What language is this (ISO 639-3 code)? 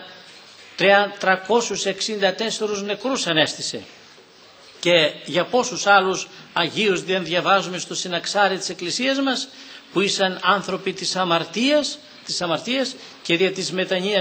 ell